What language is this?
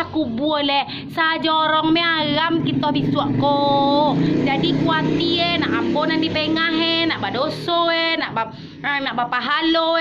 Minangkabau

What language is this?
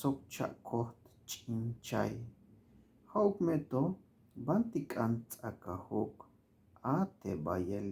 Tzeltal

